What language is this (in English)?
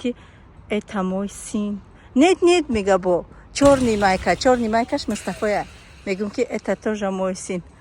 Tajik